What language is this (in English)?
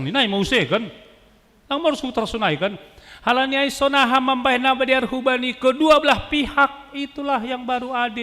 Batak Simalungun